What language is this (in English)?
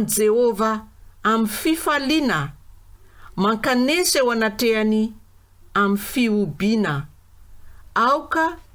Malagasy